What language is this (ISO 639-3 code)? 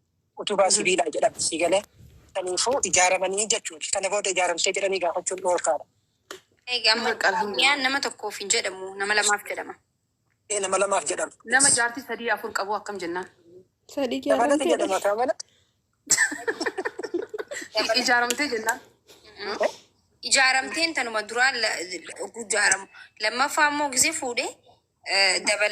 orm